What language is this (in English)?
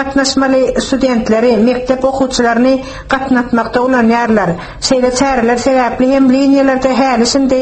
Turkmen